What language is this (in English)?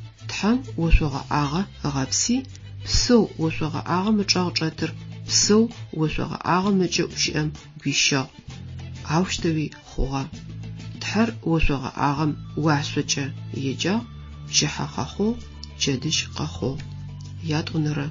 Adyghe